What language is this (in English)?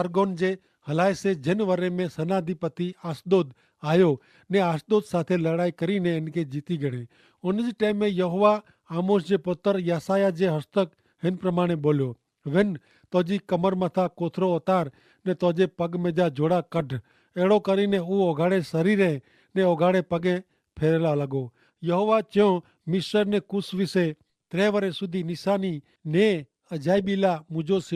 Kachhi